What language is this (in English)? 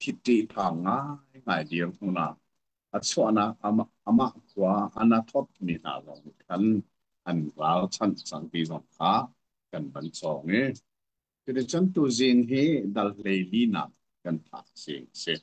Hakha Chin